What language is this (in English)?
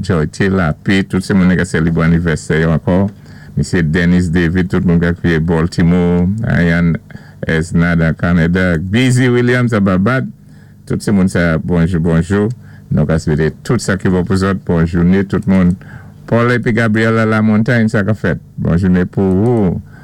Saint Lucian Creole French